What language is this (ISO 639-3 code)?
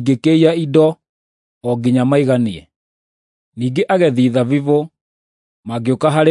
kik